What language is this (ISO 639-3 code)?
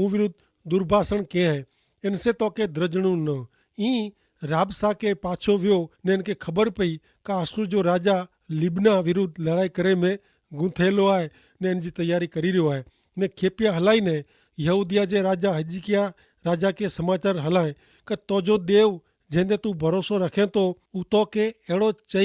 kfr